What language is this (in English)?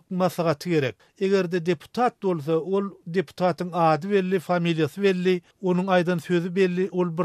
Turkmen